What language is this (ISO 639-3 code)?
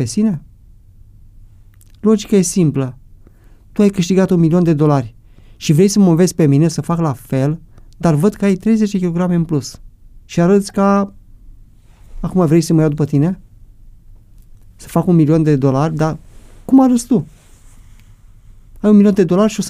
ron